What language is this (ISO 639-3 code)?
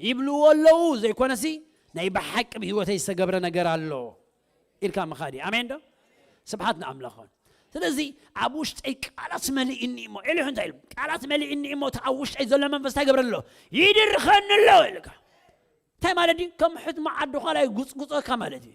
tir